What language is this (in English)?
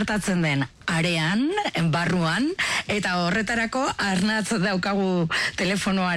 Basque